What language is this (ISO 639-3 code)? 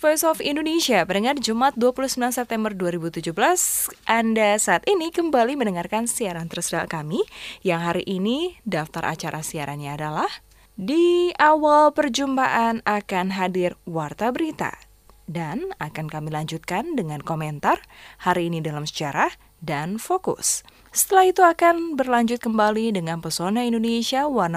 ind